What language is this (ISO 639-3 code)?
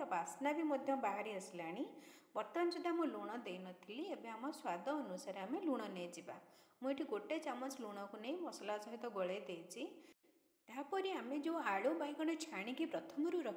ori